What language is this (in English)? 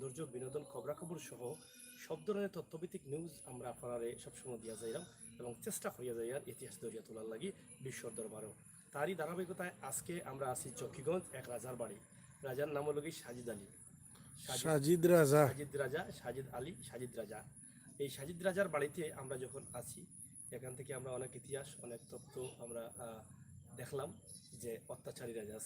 Sylheti